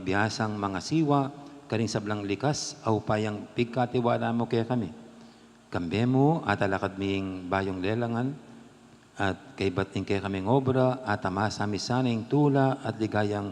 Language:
Pampanga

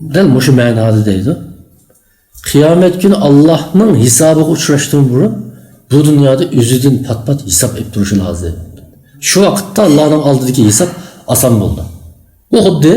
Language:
Uyghur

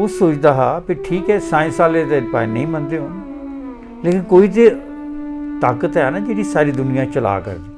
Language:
Dogri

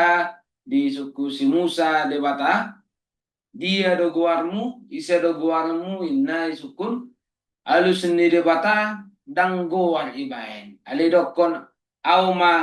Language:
Batak Toba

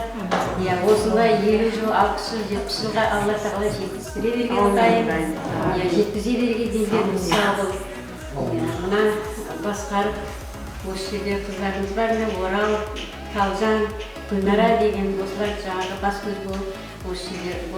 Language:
Kara-Kalpak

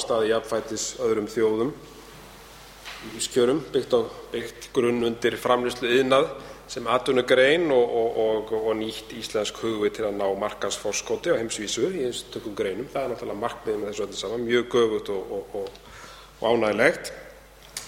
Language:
Icelandic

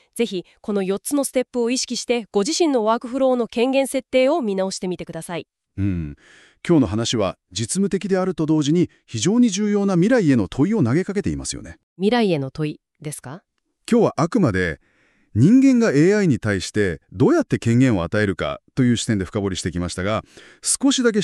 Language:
Japanese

